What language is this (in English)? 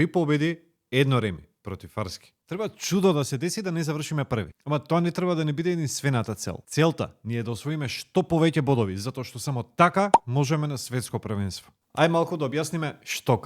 Macedonian